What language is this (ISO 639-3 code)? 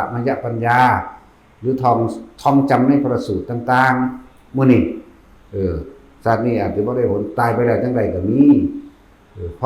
tts